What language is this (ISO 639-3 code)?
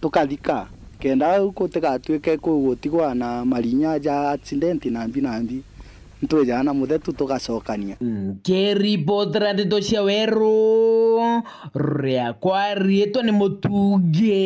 mer